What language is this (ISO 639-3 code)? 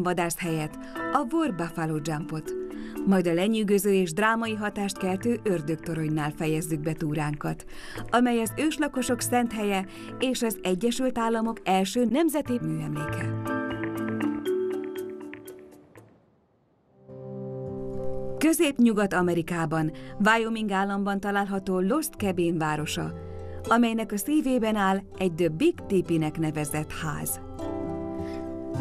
hun